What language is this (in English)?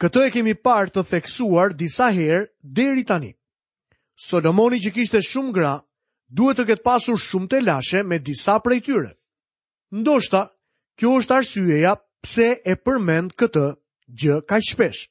Albanian